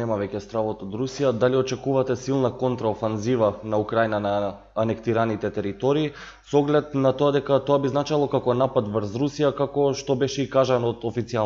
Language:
Macedonian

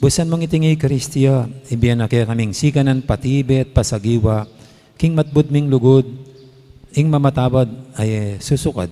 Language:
Pampanga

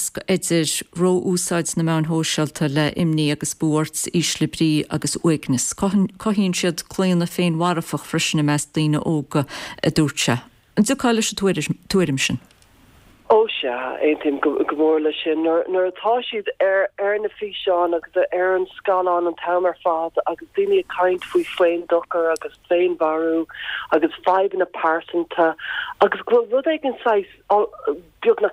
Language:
Irish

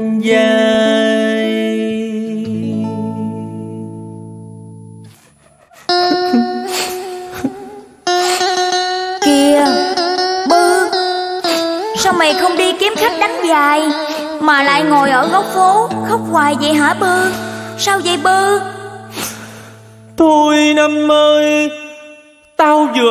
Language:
Vietnamese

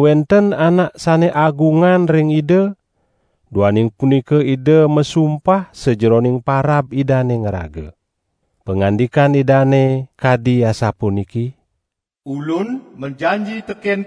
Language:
Balinese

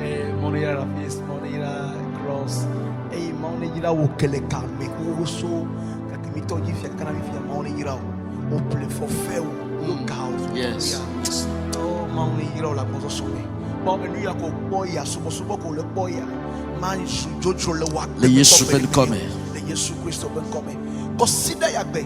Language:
Ewe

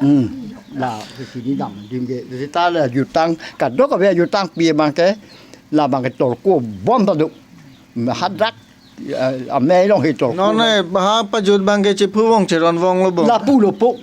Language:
Karbi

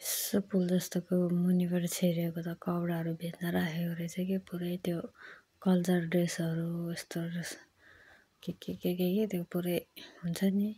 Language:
Nepali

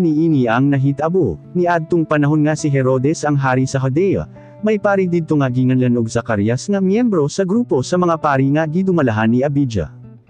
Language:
Cebuano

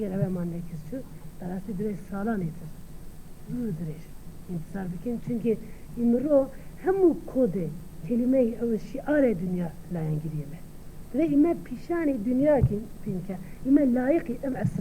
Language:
Kurdish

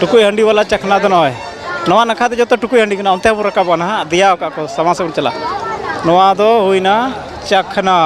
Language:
Santali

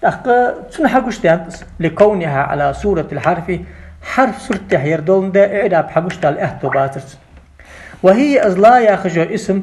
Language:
Ingush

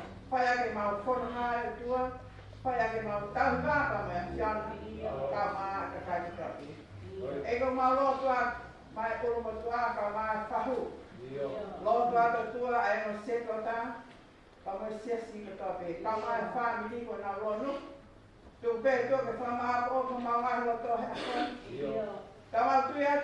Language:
Tongan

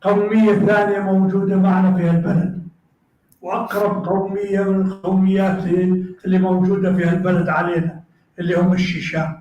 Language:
North Levantine Arabic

